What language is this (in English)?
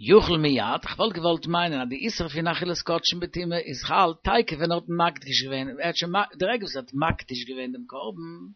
Yiddish